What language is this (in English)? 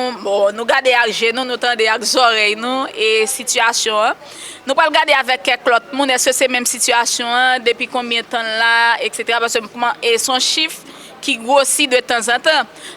Haitian Creole